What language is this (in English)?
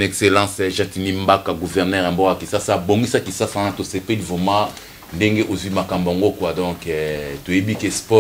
Lingala